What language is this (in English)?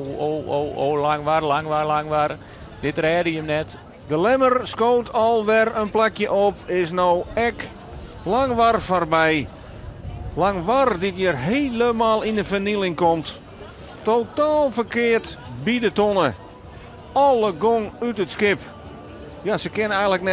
Western Frisian